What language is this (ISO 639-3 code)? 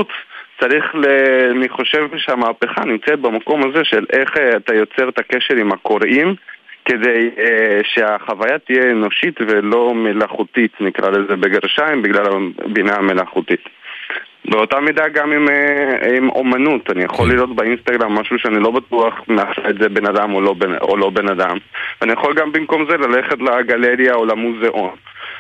heb